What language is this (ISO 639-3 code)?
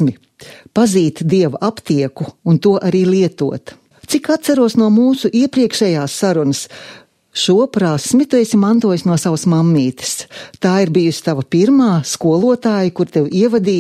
lav